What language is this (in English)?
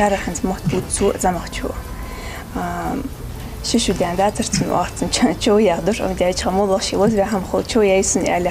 Ingush